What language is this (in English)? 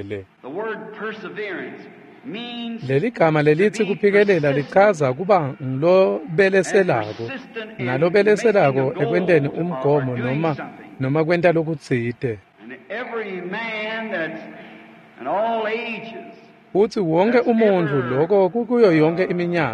Swati